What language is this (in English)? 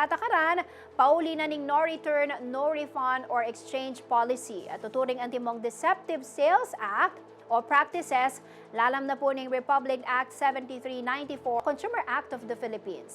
Pampanga